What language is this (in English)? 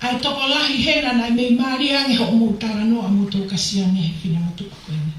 Tongan